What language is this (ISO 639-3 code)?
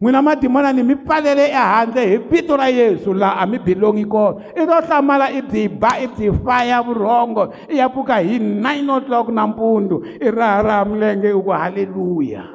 tso